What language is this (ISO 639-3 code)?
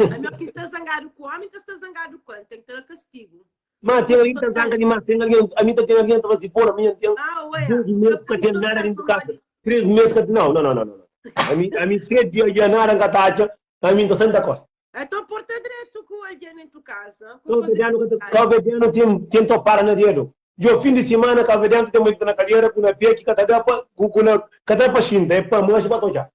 kea